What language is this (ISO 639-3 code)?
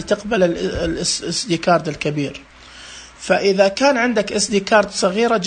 ars